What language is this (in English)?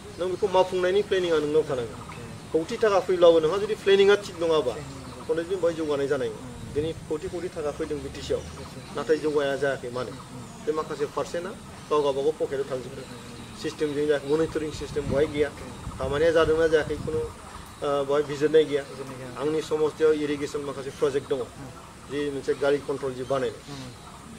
Bodo